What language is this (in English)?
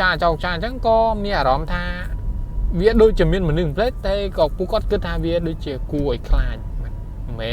Khmer